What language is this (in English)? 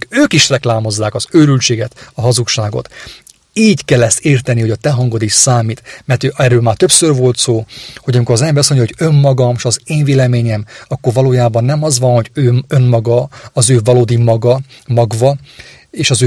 Hungarian